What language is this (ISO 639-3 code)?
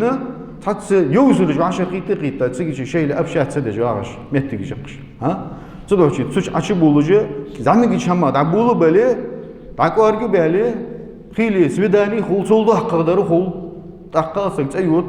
inh